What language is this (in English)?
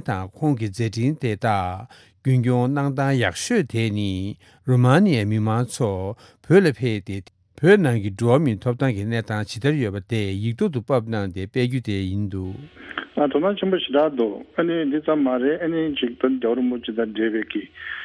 Tibetan